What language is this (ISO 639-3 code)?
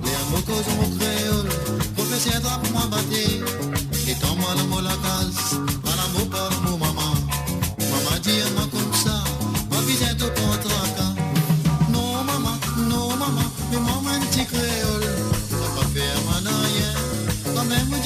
mfe